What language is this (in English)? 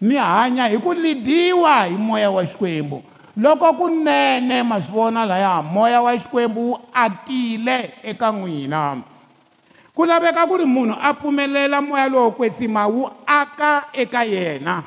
Tsonga